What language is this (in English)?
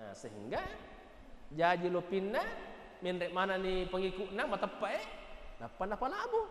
Buginese